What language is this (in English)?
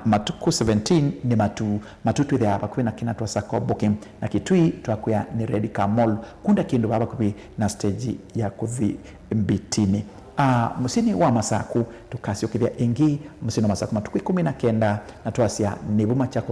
Kamba